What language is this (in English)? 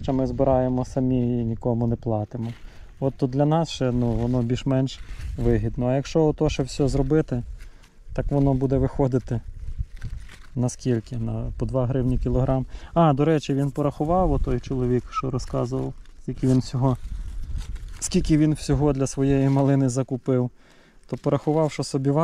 Ukrainian